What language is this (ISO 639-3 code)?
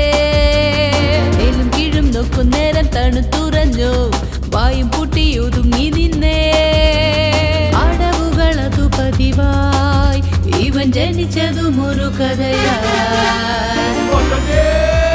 mal